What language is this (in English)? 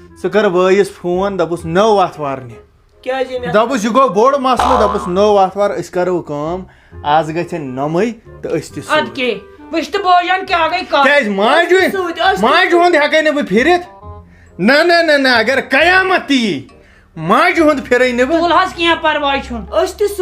Kashmiri